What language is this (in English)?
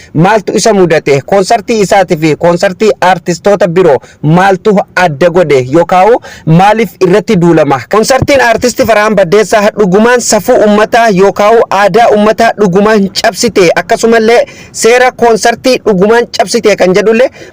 Oromo